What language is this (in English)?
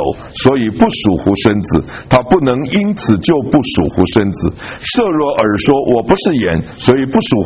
Chinese